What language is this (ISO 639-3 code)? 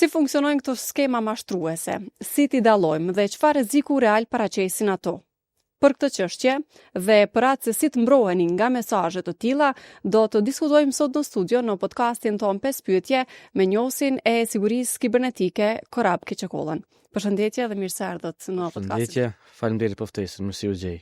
sqi